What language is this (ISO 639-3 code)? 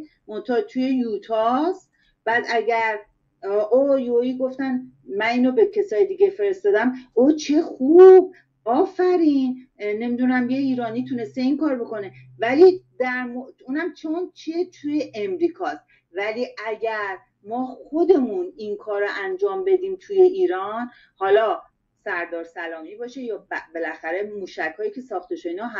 fas